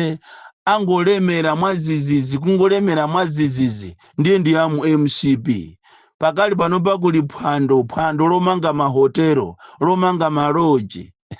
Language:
Nyanja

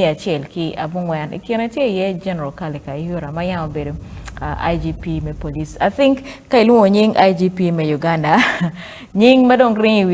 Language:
Acoli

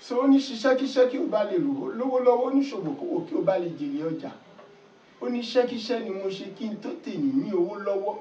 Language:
Yoruba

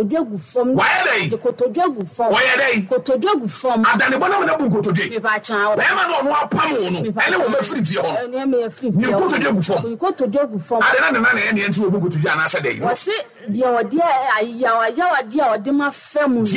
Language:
Akan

